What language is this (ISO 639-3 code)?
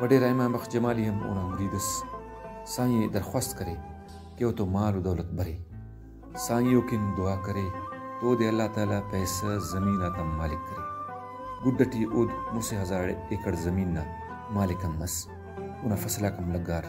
brh